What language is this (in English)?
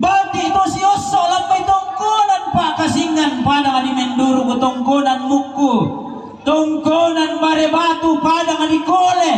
Toraja-Sa'dan